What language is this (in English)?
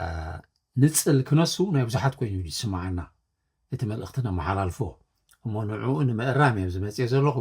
Tigrinya